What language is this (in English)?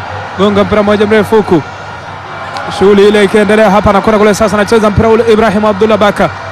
Swahili